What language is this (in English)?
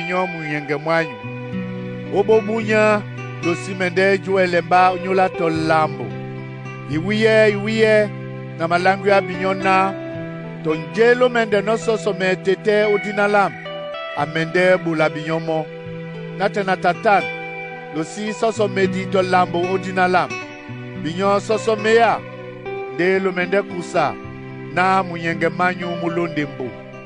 Duala